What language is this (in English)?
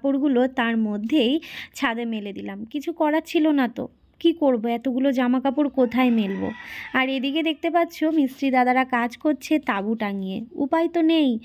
Bangla